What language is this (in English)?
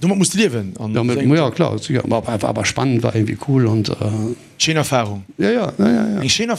Luxembourgish